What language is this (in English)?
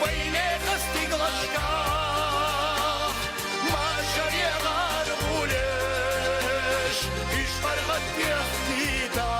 Chechen